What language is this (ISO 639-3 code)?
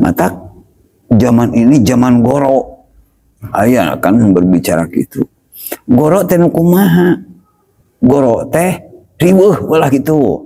sun